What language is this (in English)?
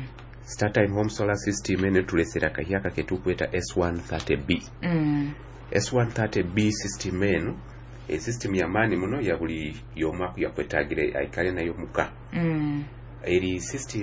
Nyoro